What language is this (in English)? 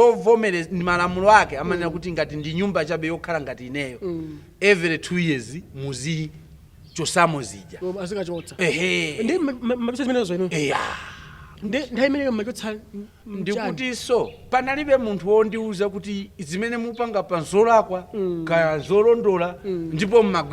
Nyanja